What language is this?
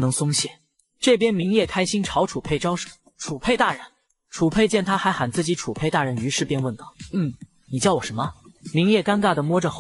Chinese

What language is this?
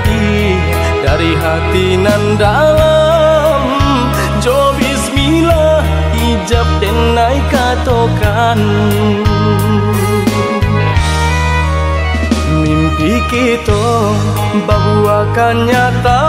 Minangkabau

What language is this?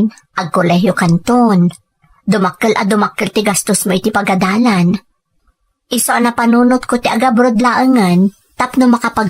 Iloko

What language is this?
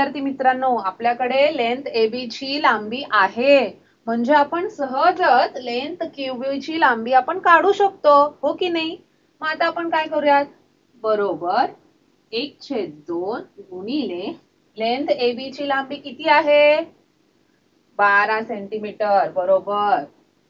Marathi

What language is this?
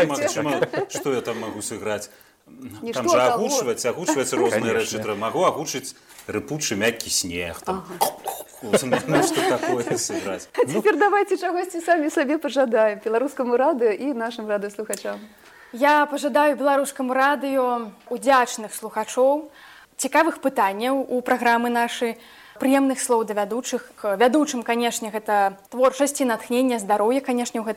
Belarusian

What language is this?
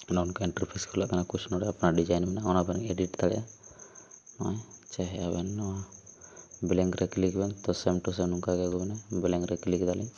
Santali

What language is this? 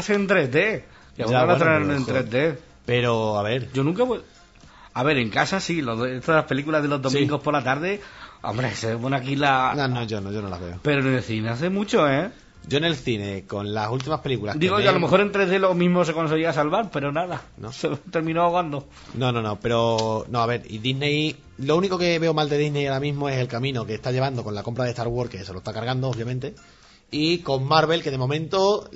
Spanish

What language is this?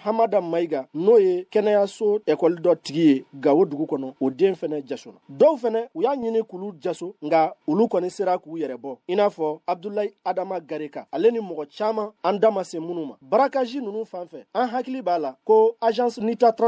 Bambara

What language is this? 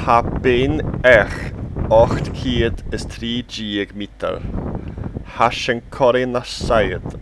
Scottish Gaelic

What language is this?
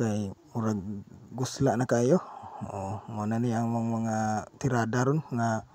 Cebuano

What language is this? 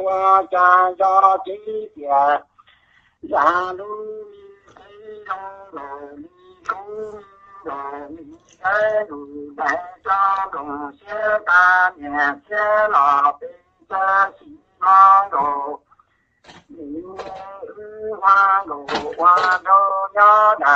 Vietnamese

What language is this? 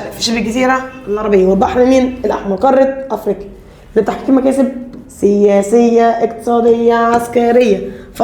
Egyptian Arabic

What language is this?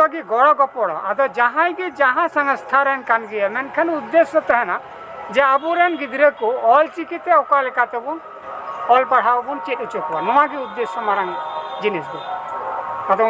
Santali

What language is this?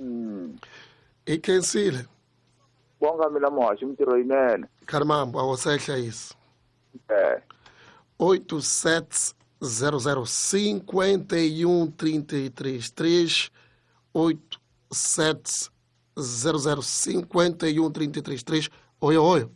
Tsonga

